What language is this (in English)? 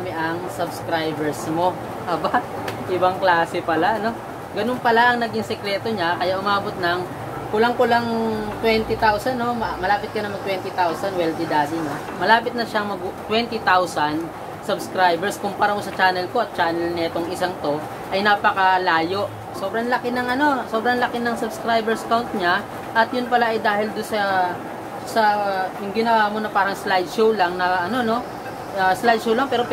Filipino